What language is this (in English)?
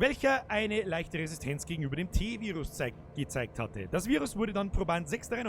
Bavarian